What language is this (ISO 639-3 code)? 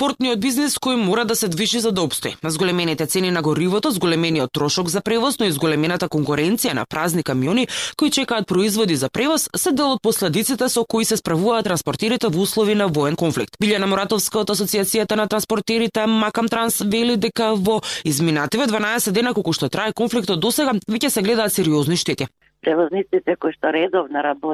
mkd